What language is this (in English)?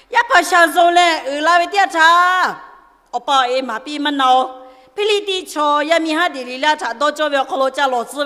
Lahu